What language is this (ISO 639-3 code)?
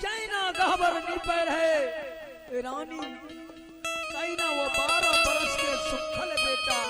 mai